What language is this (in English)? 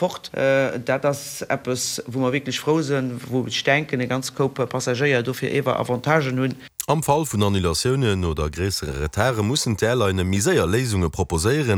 Luxembourgish